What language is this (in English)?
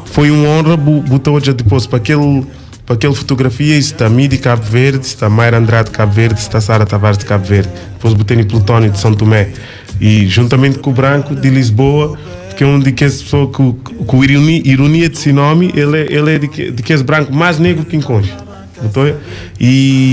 Kabuverdianu